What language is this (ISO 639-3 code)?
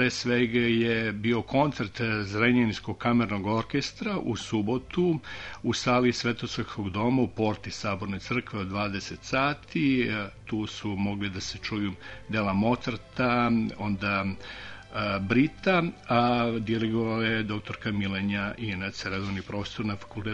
srp